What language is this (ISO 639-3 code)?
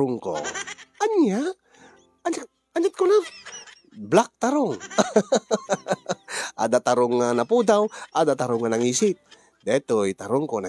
ilo